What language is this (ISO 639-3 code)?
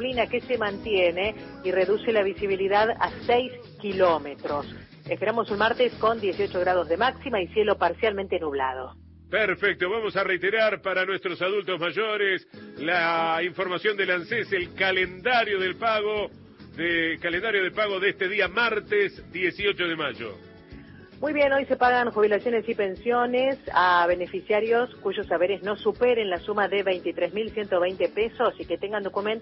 spa